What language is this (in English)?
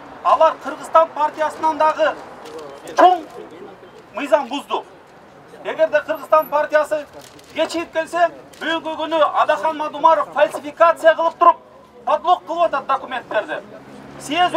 Kyrgyz